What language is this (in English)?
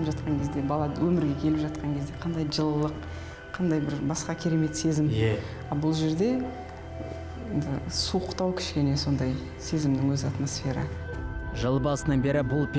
Kazakh